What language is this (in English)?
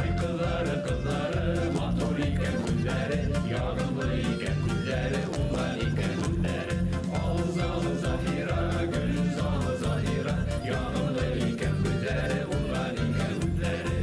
Bashkir